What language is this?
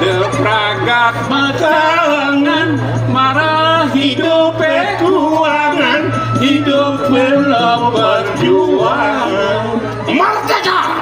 Balinese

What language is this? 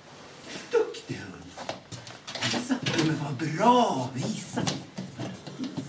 Swedish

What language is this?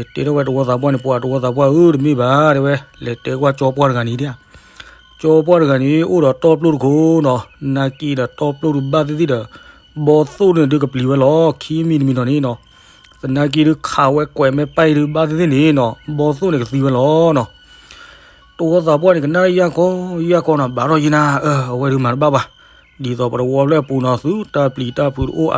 S'gaw Karen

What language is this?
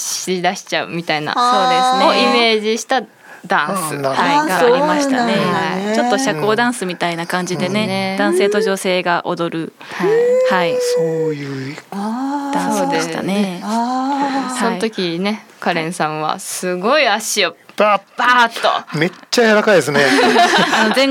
Japanese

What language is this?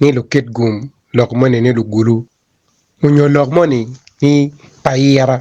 Acoli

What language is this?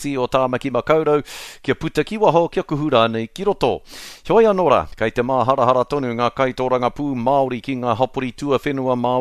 Māori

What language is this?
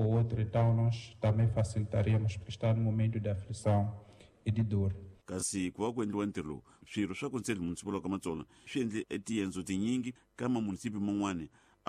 Tsonga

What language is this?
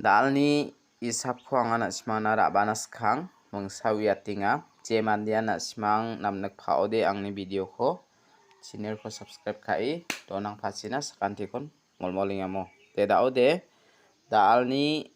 Garo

